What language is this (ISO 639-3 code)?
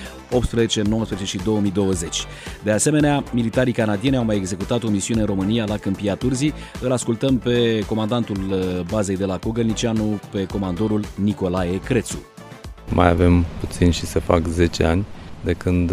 ron